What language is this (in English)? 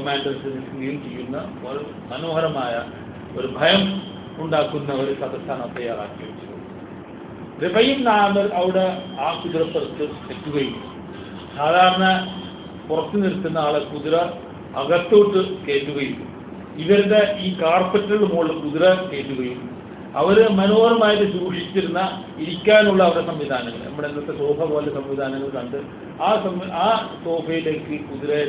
Malayalam